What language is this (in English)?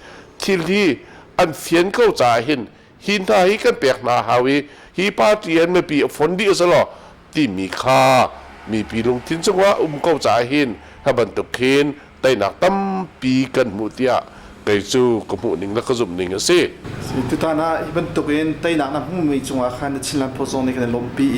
Hakha Chin